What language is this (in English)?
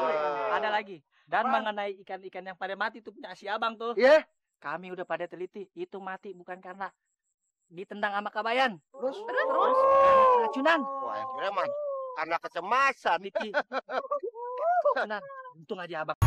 Betawi